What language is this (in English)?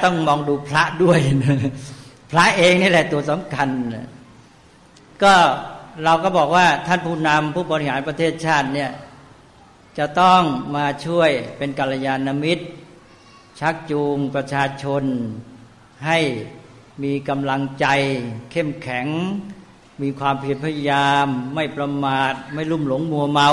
Thai